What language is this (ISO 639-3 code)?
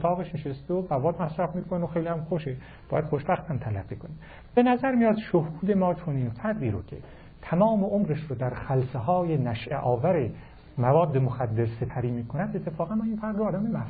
fas